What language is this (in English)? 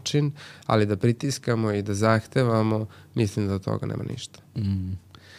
Serbian